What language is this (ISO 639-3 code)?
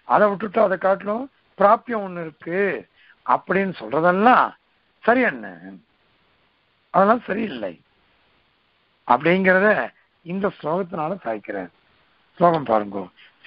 tam